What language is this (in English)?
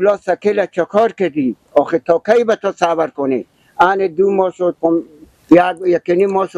Persian